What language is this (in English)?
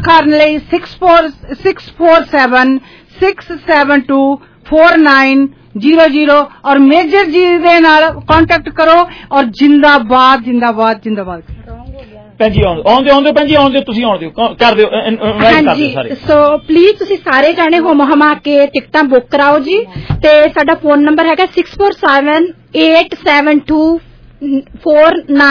Punjabi